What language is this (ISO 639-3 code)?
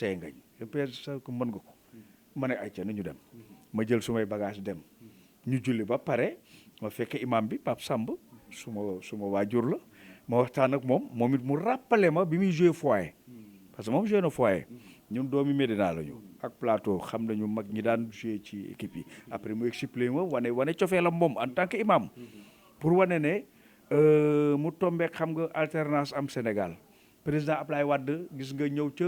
wol